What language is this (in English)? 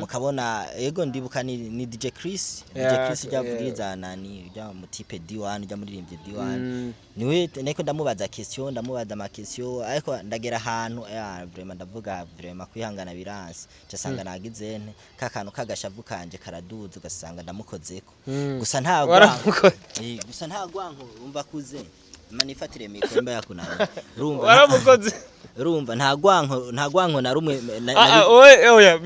Rundi